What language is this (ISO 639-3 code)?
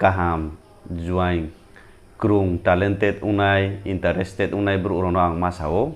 ria